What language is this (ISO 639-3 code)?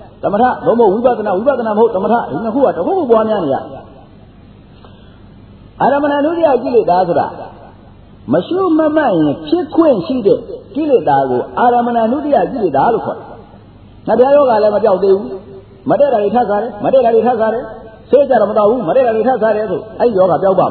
mya